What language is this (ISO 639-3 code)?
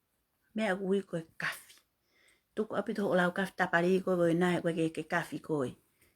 ton